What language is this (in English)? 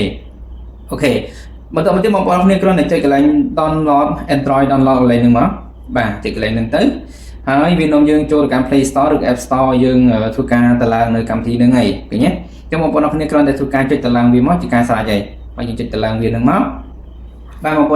Khmer